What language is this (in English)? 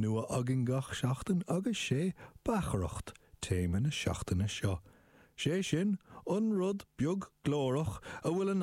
Irish